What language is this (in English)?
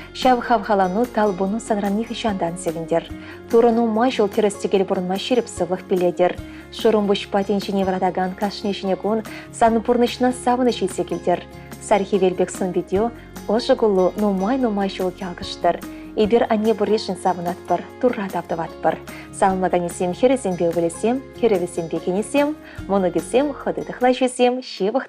Chuvash